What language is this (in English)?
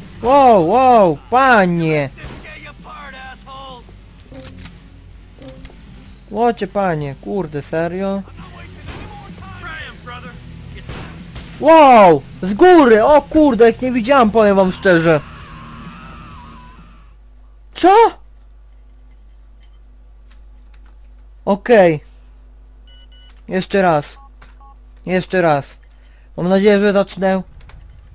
Polish